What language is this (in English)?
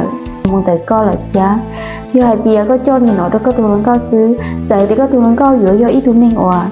Hmong